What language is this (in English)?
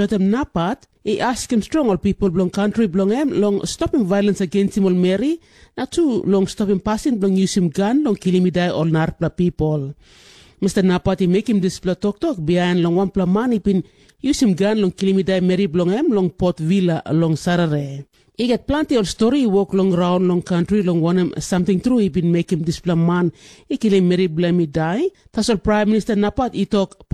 Tok Pisin